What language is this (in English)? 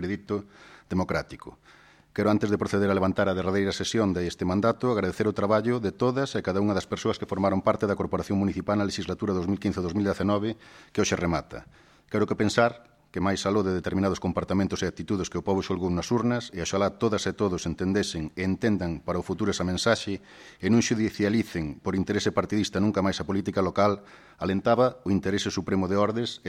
Galician